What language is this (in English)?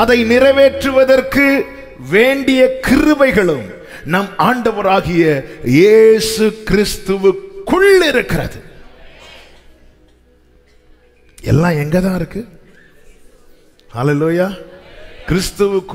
Tamil